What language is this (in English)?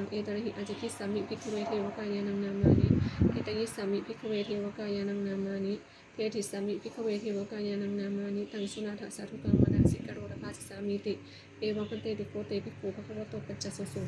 Pali